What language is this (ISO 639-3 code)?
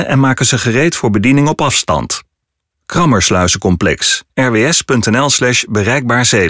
nld